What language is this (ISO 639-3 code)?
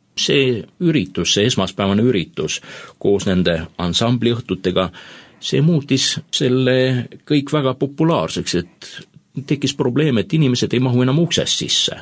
est